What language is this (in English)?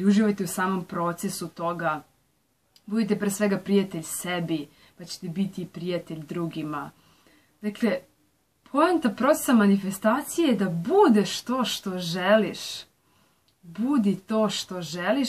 Serbian